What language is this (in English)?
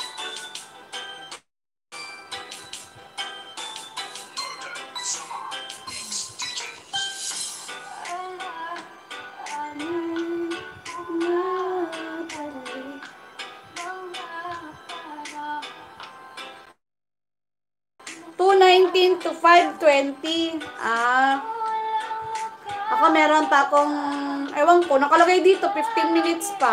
Filipino